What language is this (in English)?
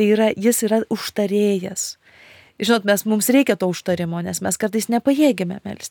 Lithuanian